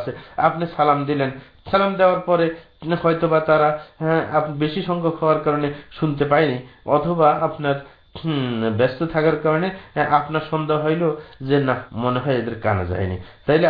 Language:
Bangla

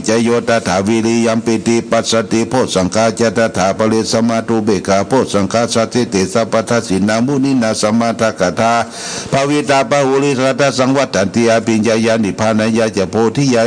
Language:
Pali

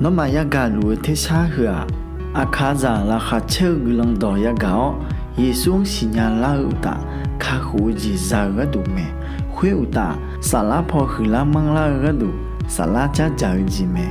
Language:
Akha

